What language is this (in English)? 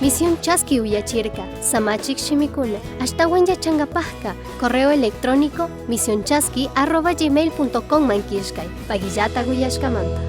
Chimborazo Highland Quichua